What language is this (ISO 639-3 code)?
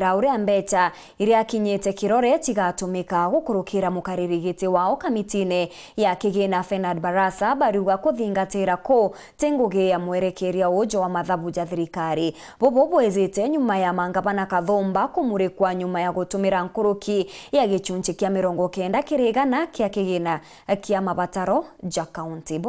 mer